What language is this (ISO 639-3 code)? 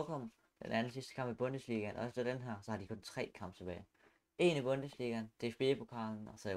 dan